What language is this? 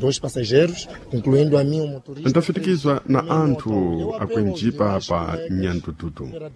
Sena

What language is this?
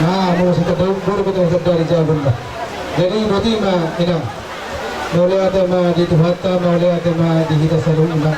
Batak Toba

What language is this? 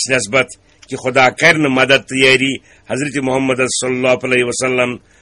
Kashmiri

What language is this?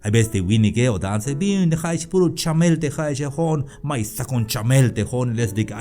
Tzeltal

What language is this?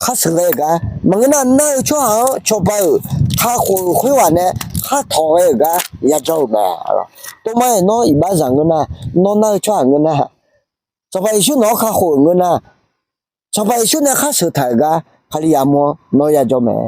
Akha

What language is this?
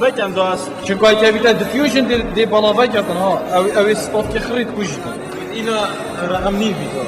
Kurdish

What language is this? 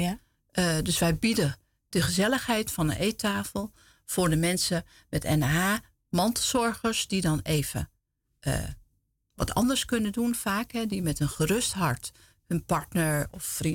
Dutch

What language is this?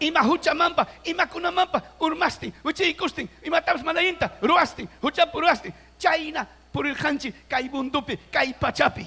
Ayacucho Quechua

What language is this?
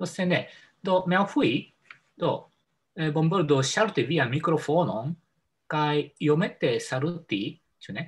Esperanto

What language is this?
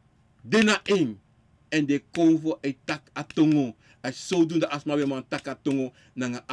Sranan Tongo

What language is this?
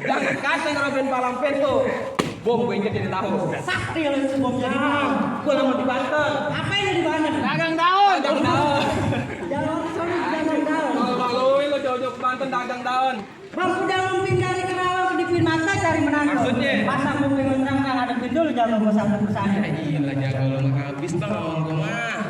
Betawi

